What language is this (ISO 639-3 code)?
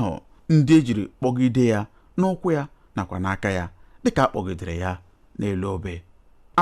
ibo